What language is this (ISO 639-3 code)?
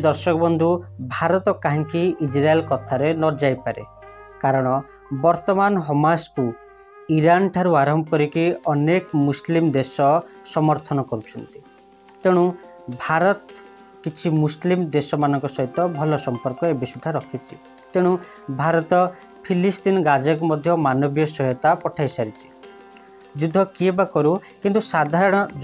ori